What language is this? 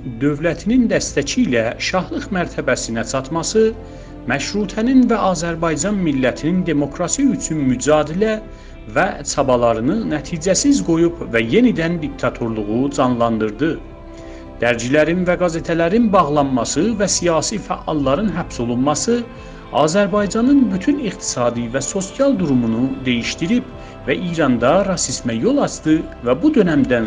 South Azerbaijani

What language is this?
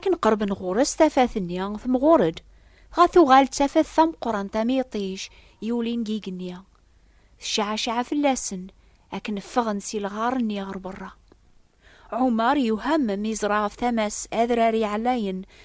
Kabyle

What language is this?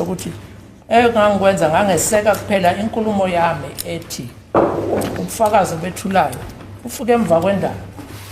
Zulu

